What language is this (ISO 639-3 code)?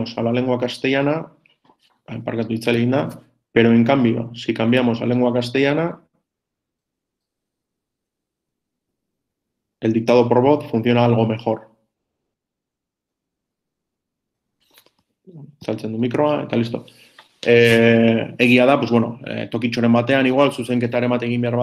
eus